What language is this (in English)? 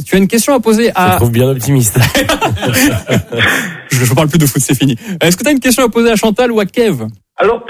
French